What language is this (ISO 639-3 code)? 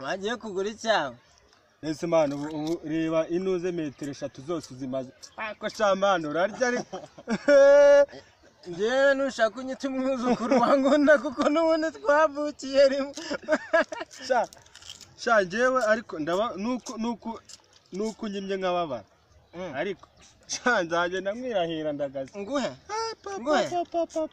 kin